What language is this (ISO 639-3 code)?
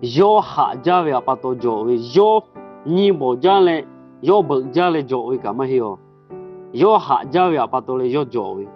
lhu